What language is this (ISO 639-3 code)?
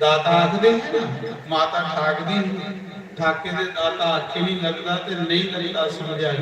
doi